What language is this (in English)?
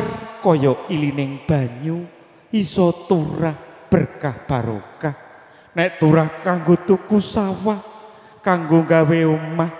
Javanese